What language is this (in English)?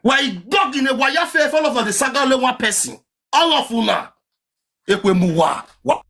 Nigerian Pidgin